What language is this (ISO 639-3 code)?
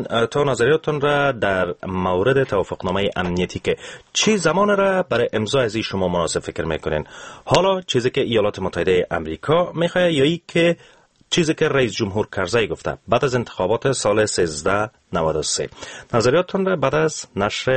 fas